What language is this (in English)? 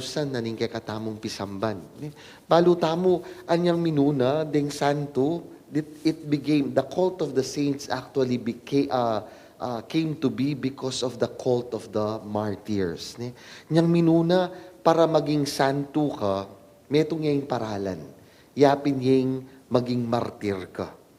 Pampanga